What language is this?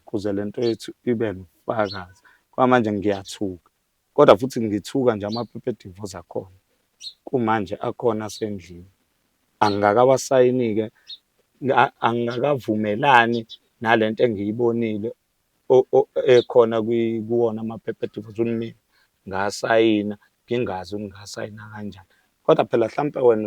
Zulu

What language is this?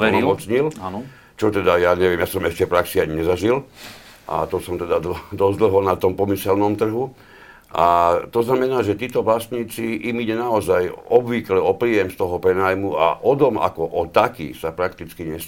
Slovak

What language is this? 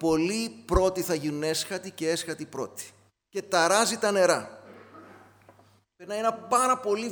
Greek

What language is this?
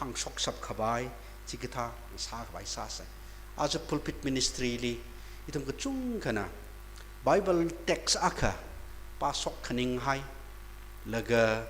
Tangkhul Naga (India)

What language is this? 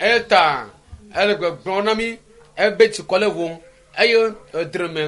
Ewe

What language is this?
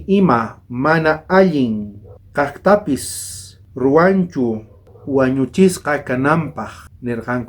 South Bolivian Quechua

